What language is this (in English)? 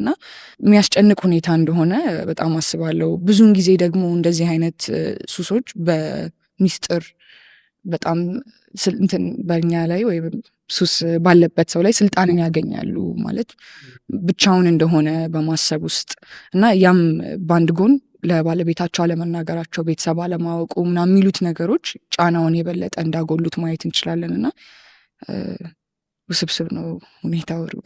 Amharic